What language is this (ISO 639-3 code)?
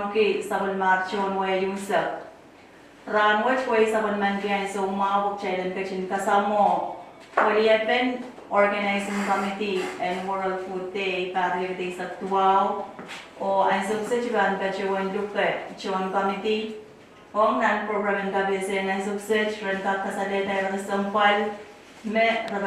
pon